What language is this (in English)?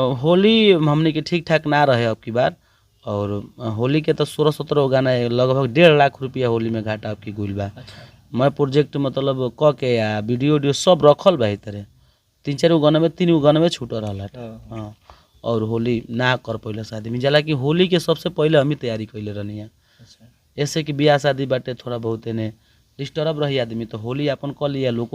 Bhojpuri